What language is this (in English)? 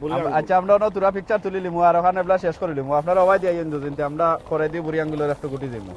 Sylheti